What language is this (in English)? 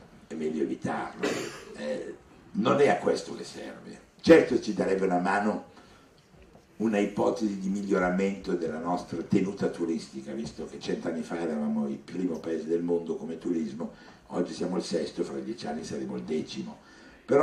Italian